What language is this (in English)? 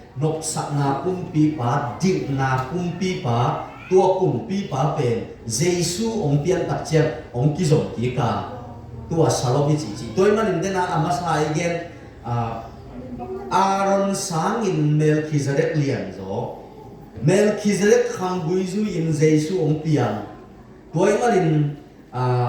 Tedim Chin